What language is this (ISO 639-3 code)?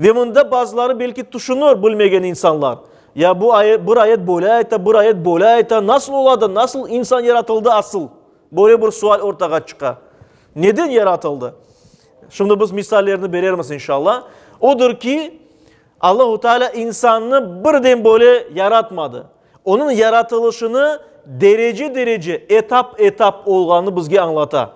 crh